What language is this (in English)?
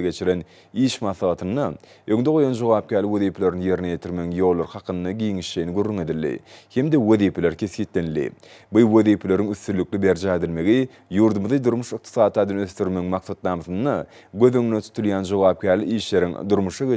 Turkmen